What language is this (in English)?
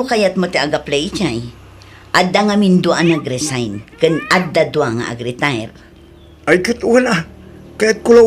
Iloko